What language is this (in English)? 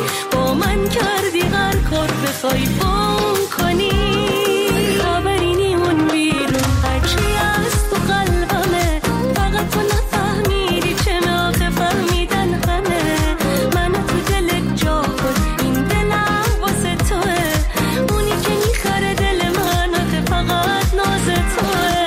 Persian